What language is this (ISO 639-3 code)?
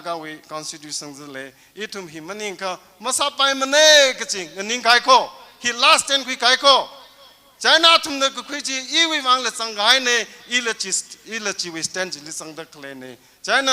nmf